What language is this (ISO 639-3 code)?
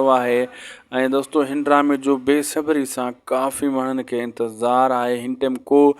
snd